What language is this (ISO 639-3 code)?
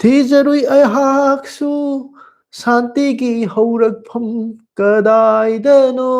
mni